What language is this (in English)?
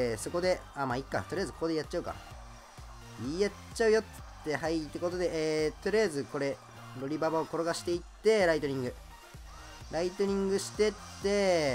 Japanese